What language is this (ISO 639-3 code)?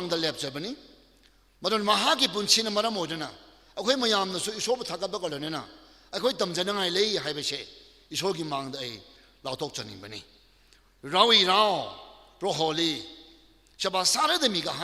nmf